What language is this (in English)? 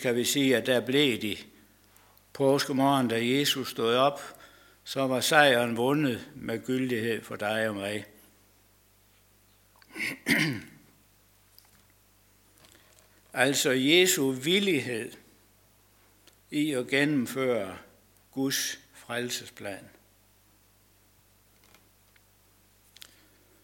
Danish